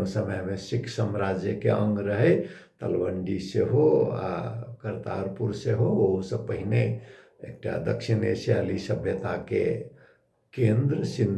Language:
Maithili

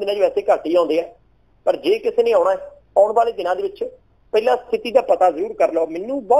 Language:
Punjabi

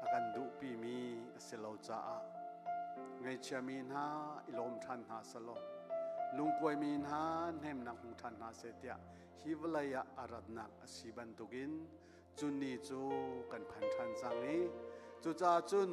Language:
Hakha Chin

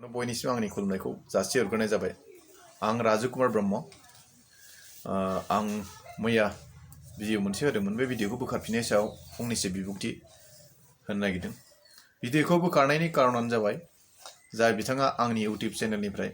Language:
Bodo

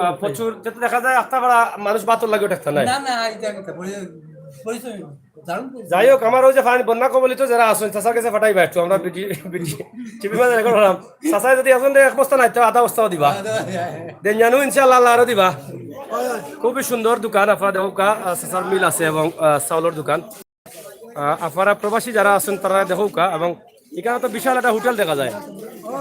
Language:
Sylheti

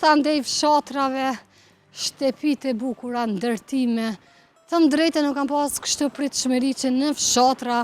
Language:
Albanian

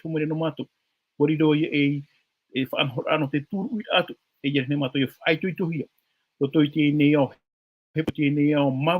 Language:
Tahitian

